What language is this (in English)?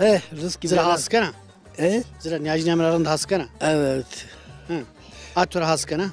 Zaza